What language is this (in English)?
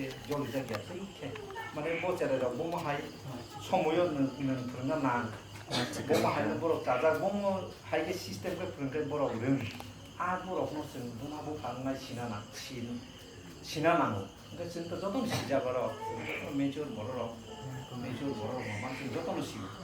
Kok Borok